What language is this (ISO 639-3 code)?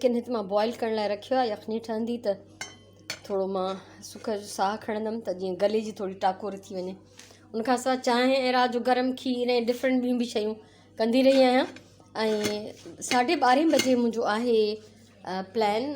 snd